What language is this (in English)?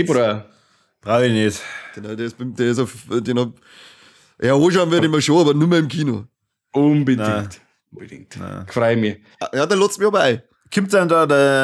Bavarian